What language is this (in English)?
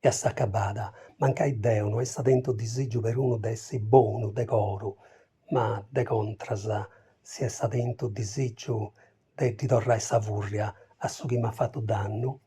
Sardinian